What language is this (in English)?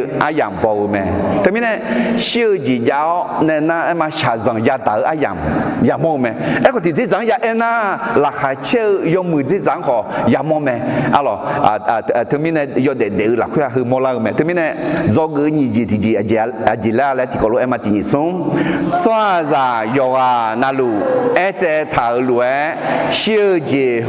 Akha